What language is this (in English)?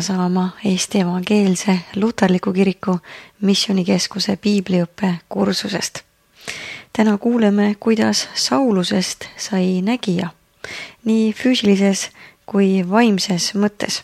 Estonian